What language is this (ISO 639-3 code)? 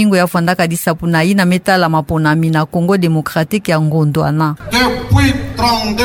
ktu